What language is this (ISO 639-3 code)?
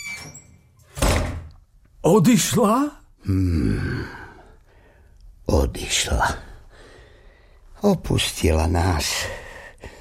slk